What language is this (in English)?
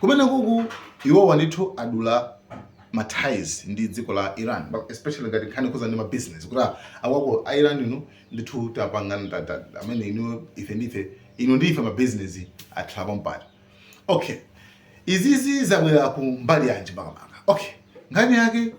Nyanja